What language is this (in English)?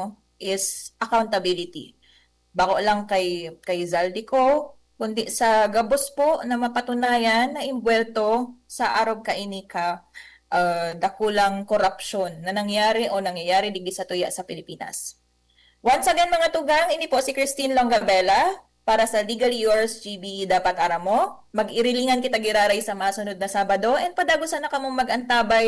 Bikol